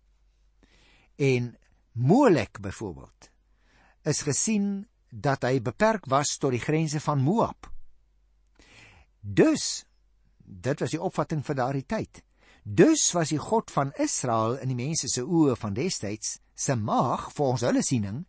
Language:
Afrikaans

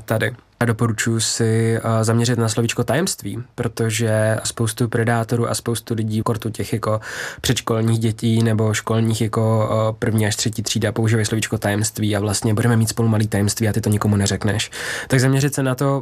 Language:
Czech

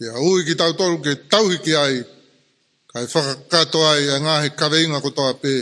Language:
Tongan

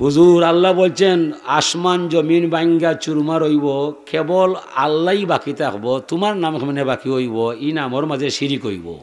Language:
Sylheti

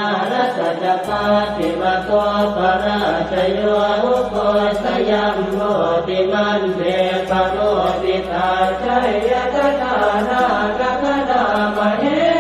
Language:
Pali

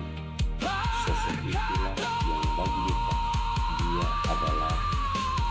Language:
Ambonese Malay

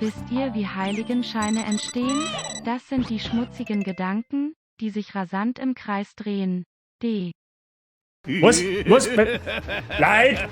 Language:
Bavarian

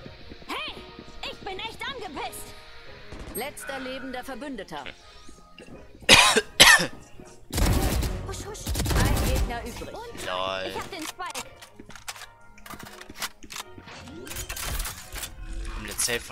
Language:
German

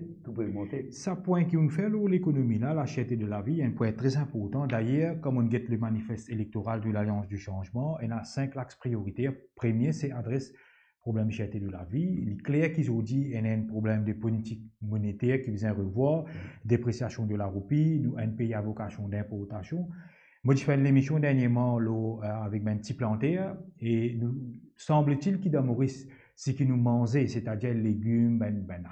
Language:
Morisyen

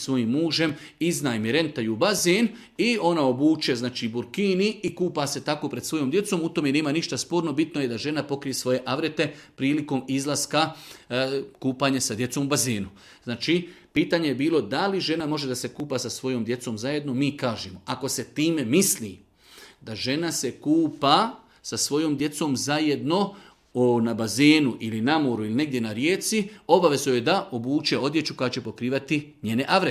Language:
Bosnian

